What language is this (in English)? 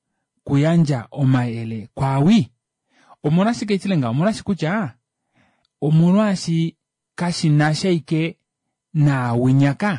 Kuanyama